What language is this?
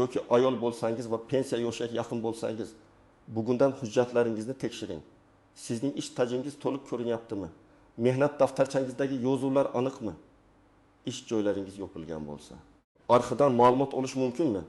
Uzbek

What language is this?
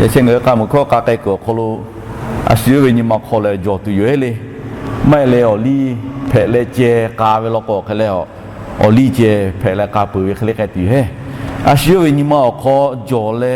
Lahu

